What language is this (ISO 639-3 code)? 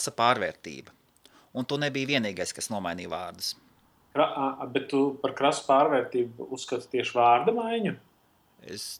lav